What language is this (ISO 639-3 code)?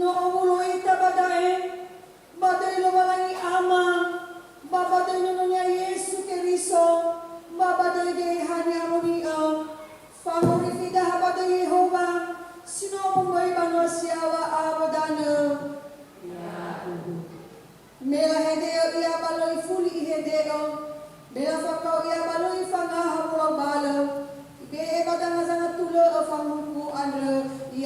nia